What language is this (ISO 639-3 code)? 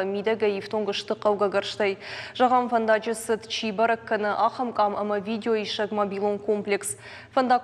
oss